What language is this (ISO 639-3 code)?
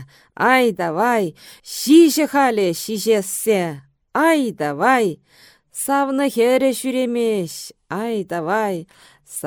chv